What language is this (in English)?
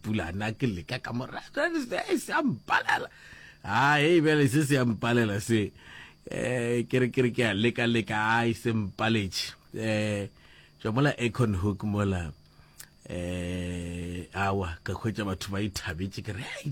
Northern Sotho